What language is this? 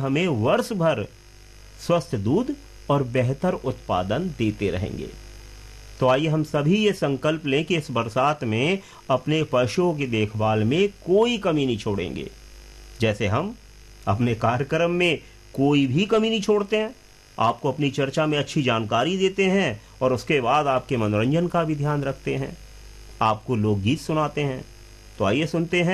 Hindi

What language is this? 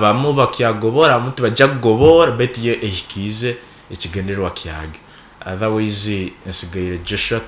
Nyoro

